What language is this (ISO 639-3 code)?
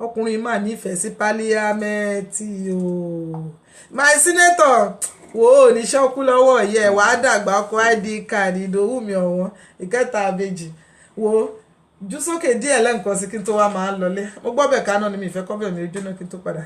yor